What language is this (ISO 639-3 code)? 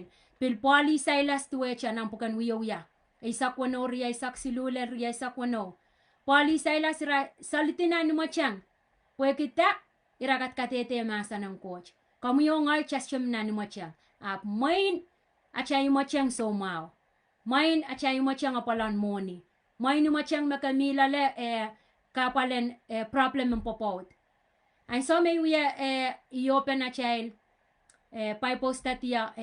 pon